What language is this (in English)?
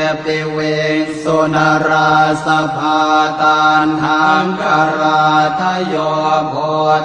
Pali